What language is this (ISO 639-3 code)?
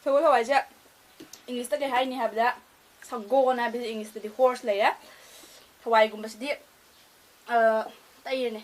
mni